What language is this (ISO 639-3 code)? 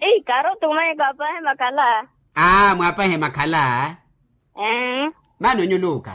vmw